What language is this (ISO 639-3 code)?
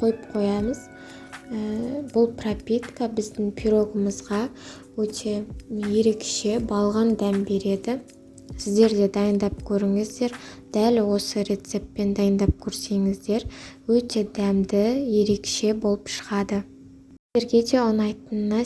kaz